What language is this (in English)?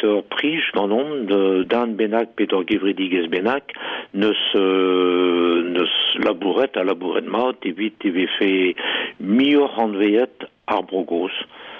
Breton